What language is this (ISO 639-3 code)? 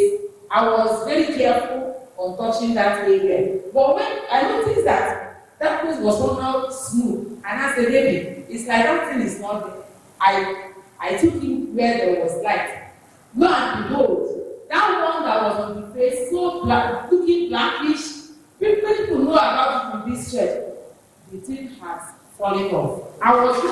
ewe